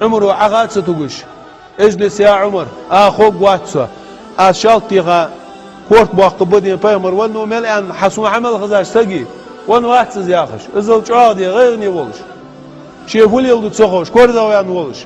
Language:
Ingush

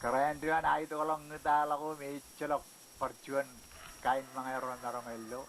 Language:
Marshallese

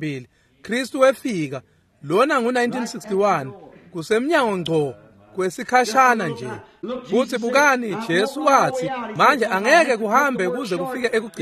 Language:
Swati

